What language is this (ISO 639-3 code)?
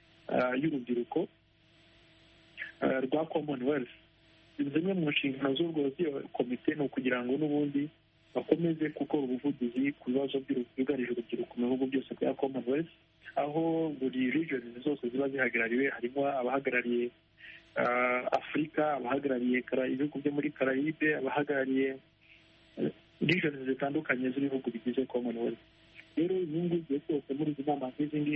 kin